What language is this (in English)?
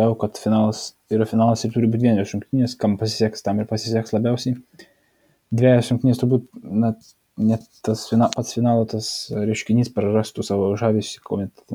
Lithuanian